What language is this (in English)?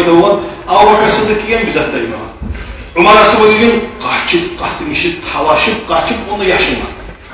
Kumyk